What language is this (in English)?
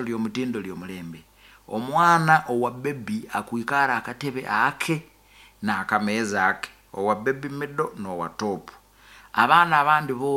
Nyoro